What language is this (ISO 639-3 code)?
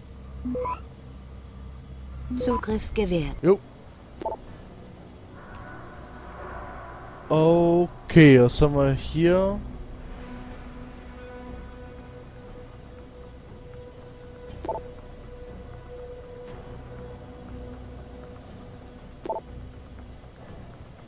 deu